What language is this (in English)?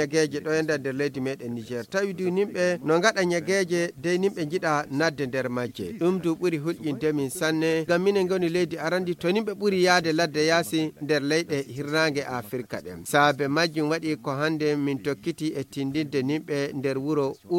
Fula